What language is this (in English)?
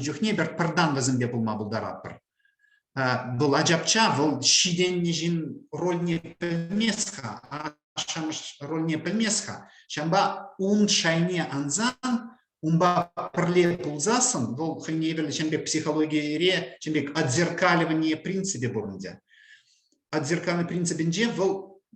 Chuvash